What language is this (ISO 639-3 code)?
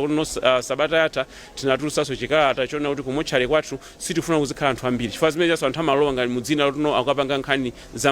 nya